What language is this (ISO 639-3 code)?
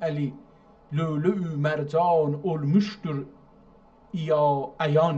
azb